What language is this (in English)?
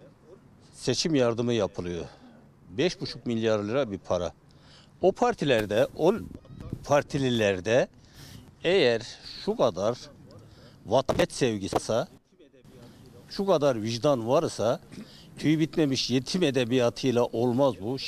Turkish